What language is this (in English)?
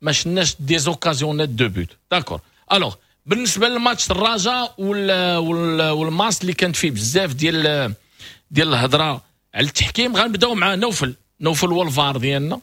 Moroccan Arabic